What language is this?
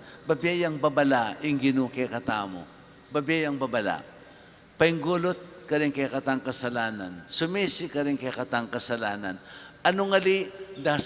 Pampanga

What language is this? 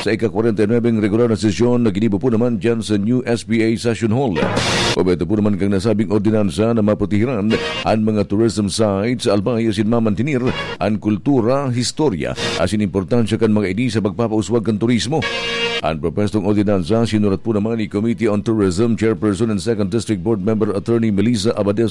Bikol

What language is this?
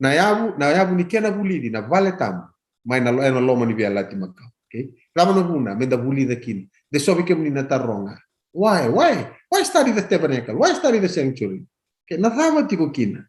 Fijian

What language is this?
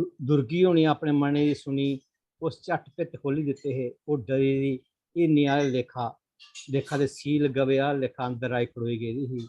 Dogri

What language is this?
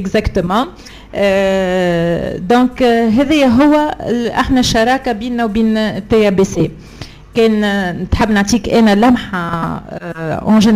Tunisian Arabic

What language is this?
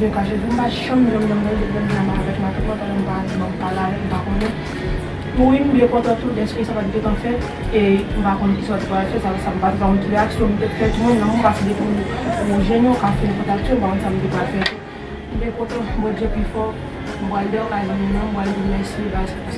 Haitian Creole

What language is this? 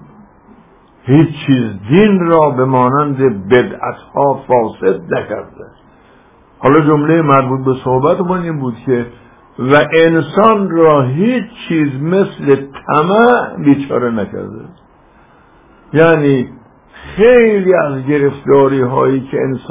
Persian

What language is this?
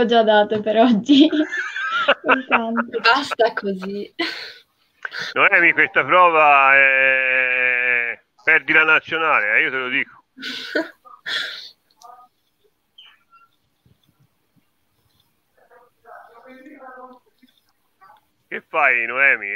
Italian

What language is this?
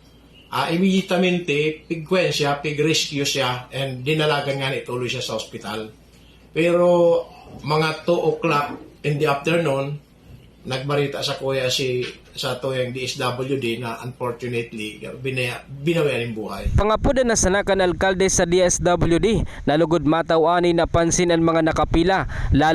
Bikol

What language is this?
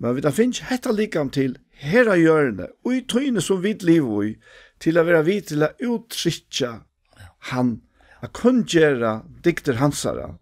Faroese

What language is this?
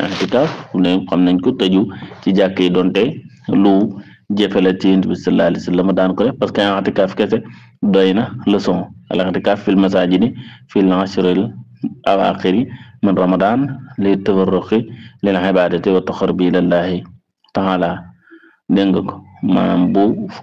Wolof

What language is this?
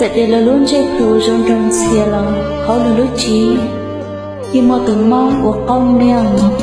Hmong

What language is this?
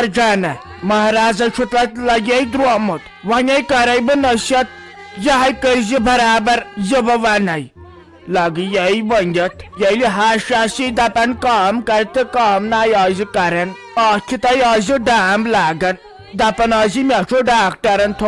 Kashmiri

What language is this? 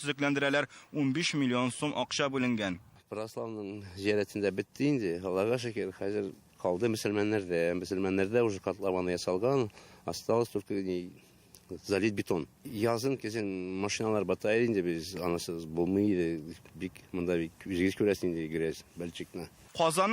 Tatar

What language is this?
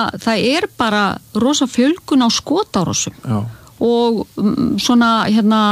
Icelandic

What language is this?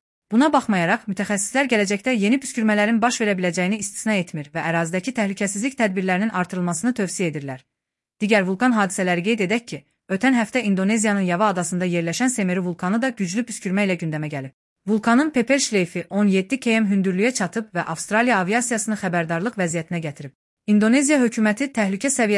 Azerbaijani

